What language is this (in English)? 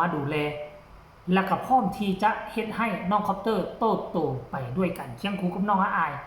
Northeastern Thai